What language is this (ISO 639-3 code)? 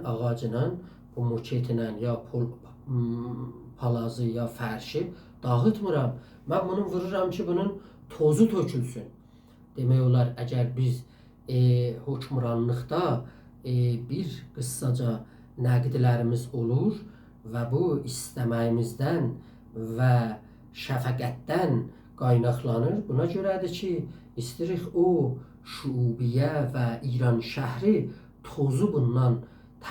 azb